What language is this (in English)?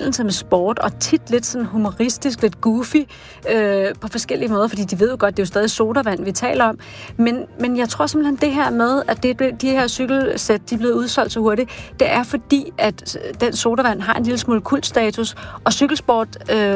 Danish